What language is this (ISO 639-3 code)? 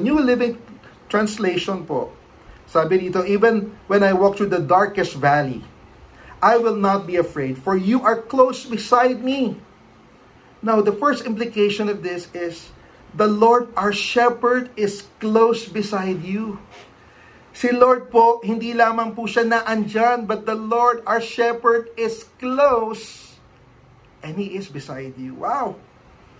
fil